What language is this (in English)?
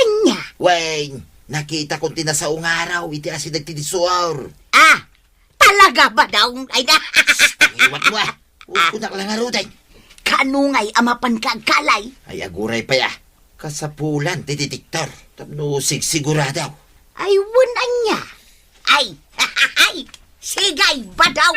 Iloko